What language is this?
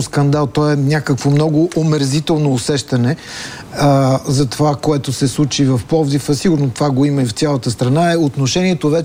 Bulgarian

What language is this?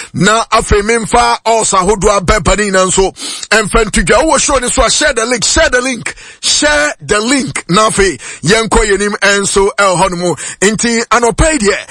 Akan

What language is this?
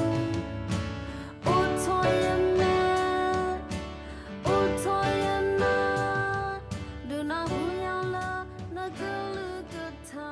S'gaw Karen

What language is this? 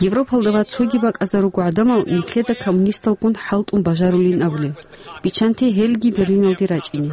Avaric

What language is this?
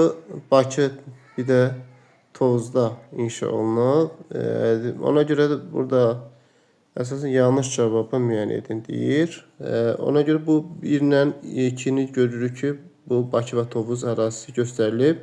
Azerbaijani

